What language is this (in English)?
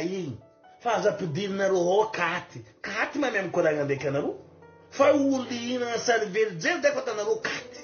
Malagasy